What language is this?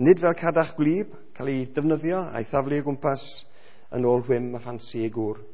Welsh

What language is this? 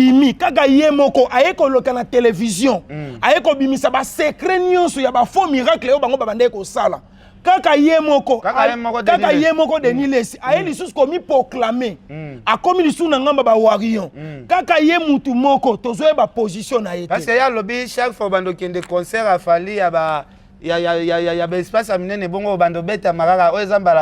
Lingala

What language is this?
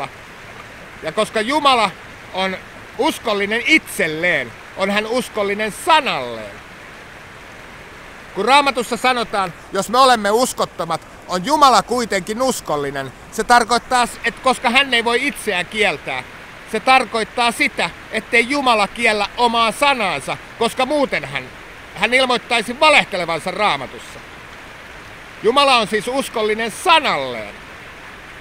Finnish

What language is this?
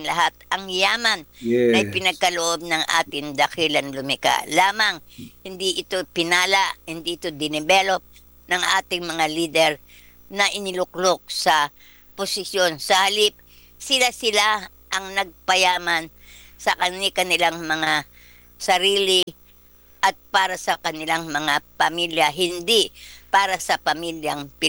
Filipino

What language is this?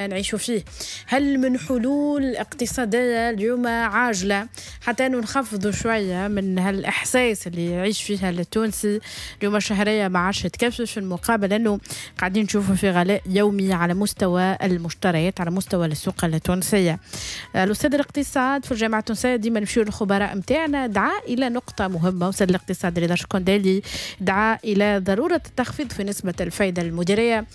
Tunisian Arabic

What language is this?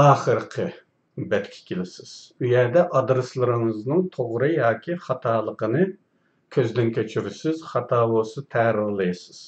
Uyghur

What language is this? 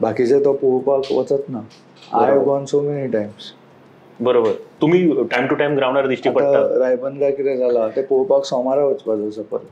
Konkani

